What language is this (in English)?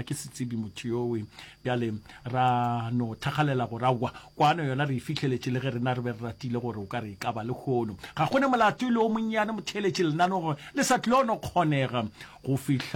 Northern Sotho